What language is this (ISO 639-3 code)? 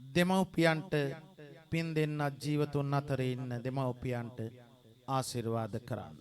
sin